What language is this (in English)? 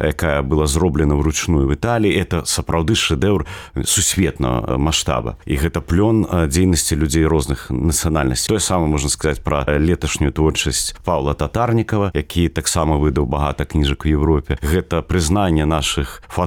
Belarusian